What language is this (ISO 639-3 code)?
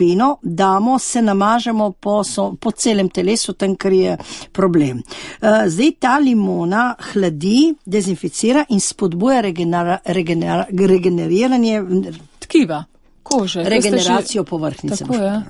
slv